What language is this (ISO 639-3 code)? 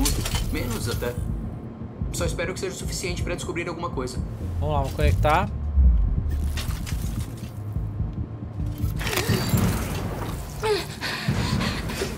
por